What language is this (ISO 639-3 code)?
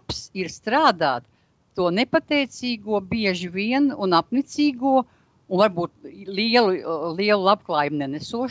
lav